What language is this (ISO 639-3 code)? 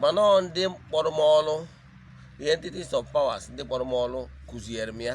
ibo